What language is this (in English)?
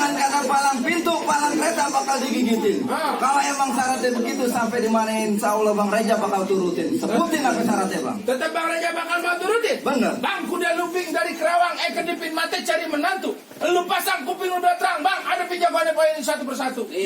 Betawi